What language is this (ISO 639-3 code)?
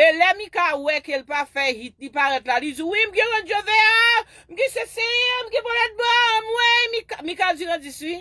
hat